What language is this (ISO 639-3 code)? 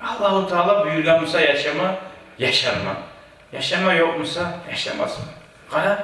kum